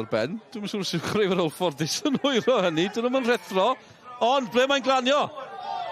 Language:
Welsh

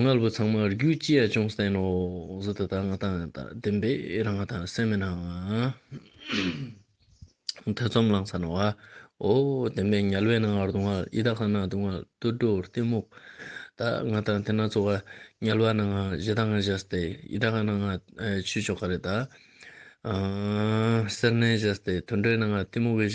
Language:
Ladakhi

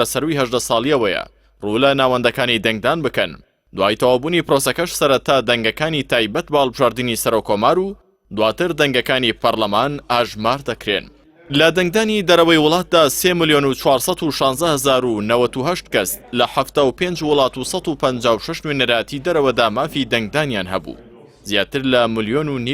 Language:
Central Kurdish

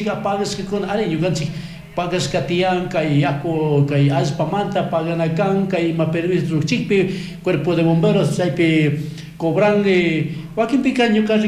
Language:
Chimborazo Highland Quichua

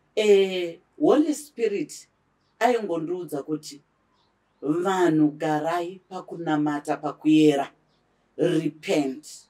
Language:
Shona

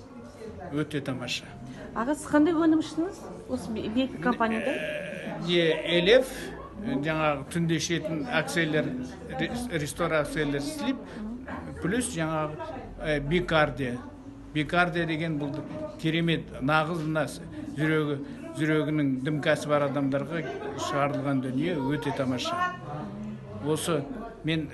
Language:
Kazakh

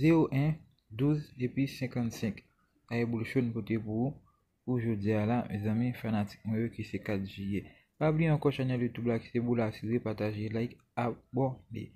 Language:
Haitian Creole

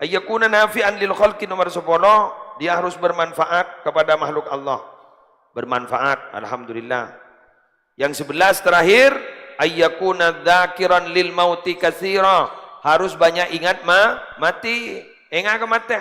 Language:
Madurese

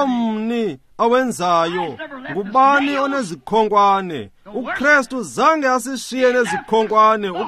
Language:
Xhosa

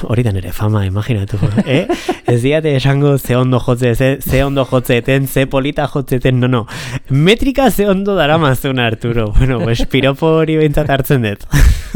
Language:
Basque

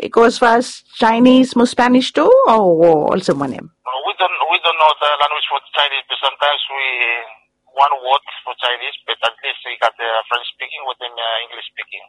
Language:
Bislama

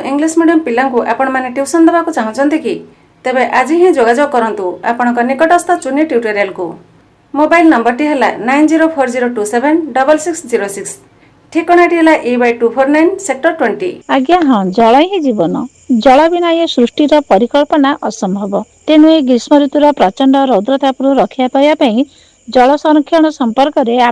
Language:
Odia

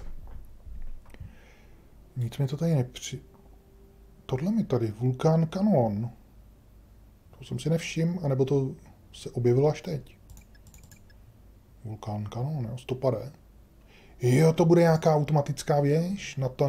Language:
Czech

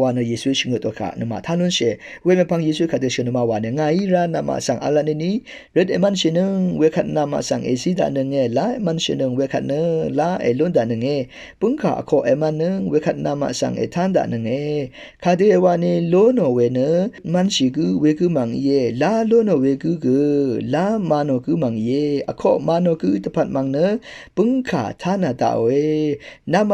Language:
Rawang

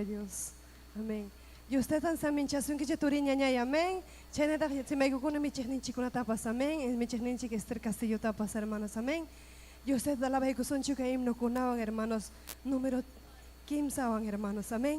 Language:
Ayacucho Quechua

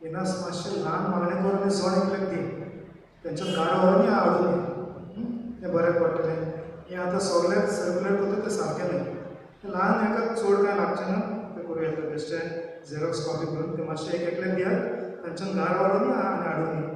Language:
Konkani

